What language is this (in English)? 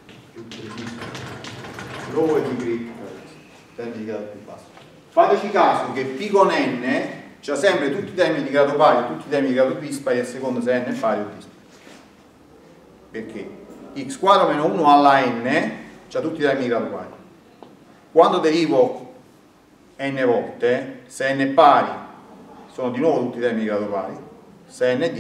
Italian